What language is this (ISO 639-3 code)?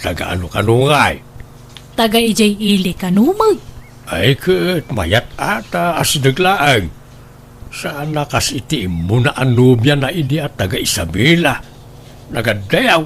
ilo